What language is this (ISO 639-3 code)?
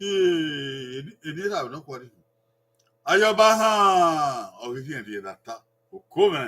bin